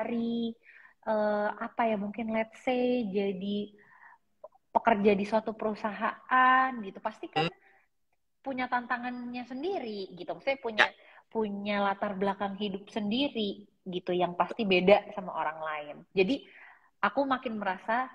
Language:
Indonesian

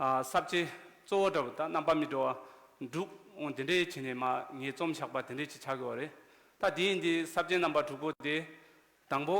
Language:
Tibetan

